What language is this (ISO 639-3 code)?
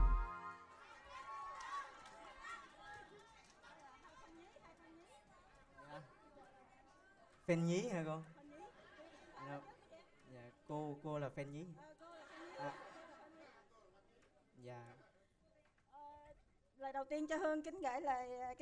vie